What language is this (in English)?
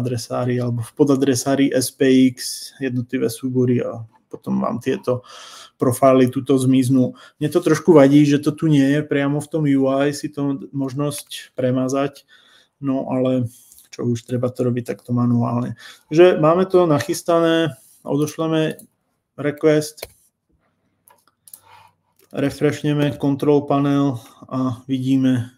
Slovak